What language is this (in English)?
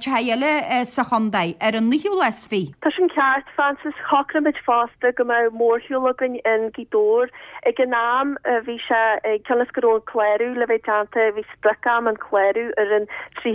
Irish